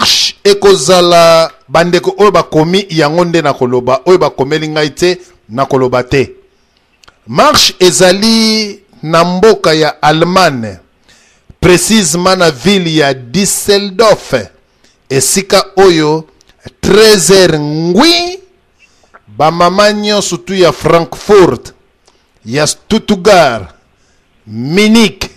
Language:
Lingala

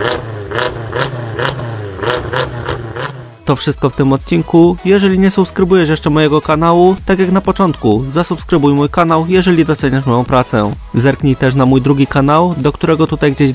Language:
Polish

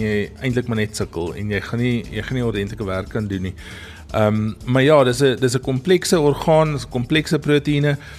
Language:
Afrikaans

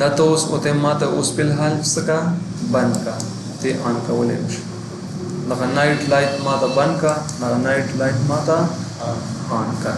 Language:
Pashto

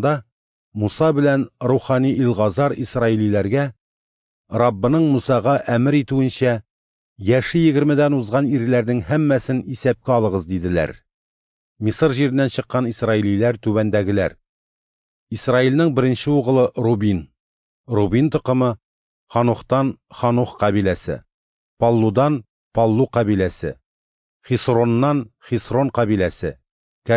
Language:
Tatar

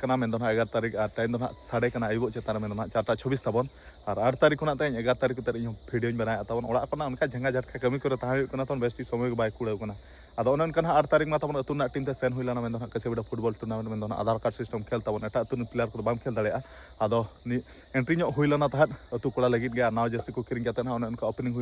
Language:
Santali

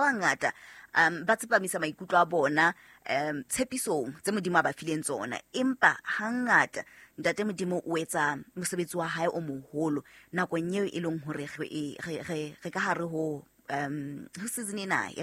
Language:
Southern Sotho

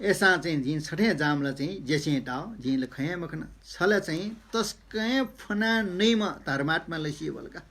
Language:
Newari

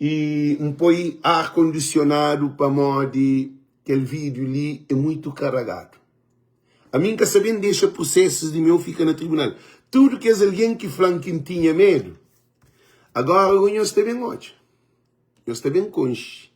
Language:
Kabuverdianu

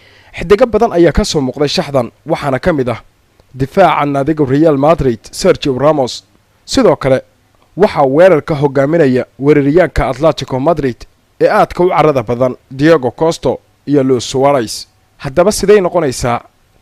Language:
Somali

